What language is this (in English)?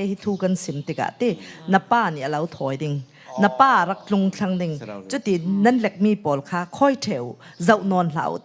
Falam Chin